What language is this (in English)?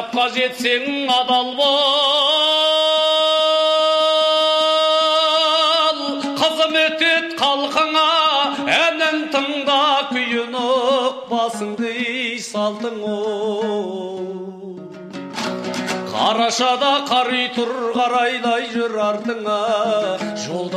Kazakh